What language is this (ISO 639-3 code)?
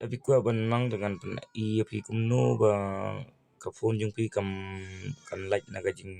kha